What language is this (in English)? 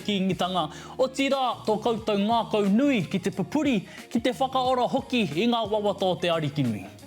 Māori